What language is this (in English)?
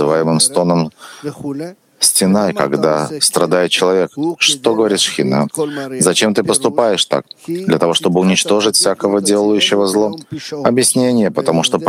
Russian